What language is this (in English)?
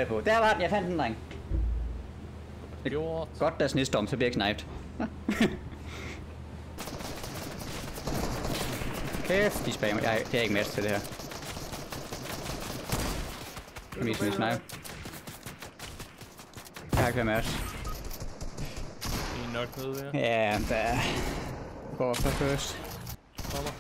Danish